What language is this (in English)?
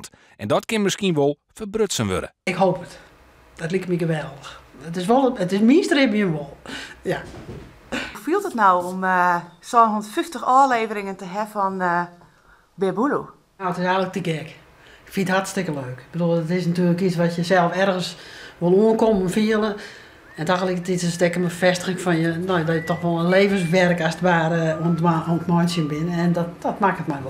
Western Frisian